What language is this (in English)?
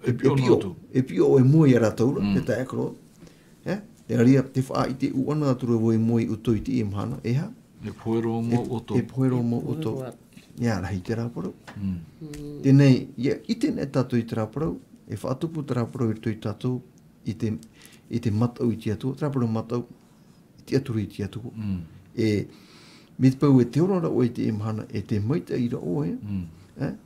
Tahitian